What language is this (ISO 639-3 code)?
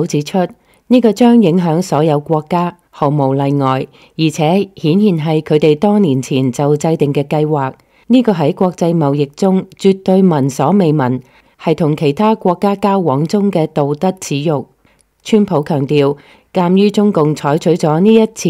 yue